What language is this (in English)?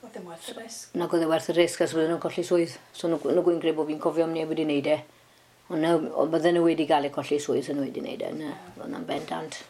Welsh